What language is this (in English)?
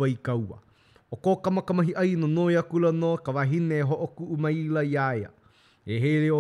Hawaiian